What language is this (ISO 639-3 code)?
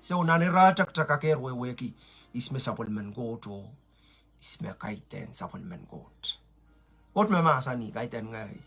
pon